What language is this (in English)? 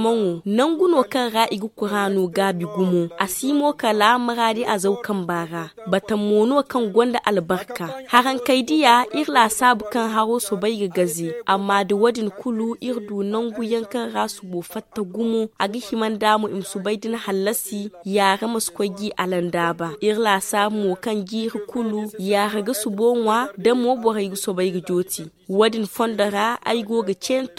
Zarma